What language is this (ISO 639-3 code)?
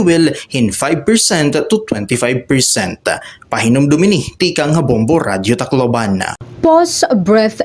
war